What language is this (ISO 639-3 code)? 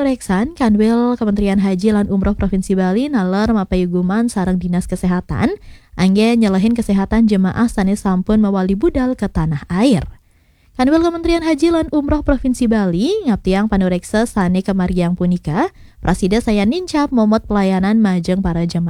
ban